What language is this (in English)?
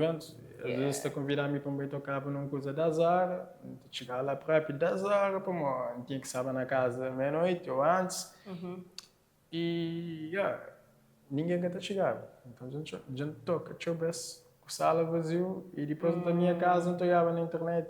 Kabuverdianu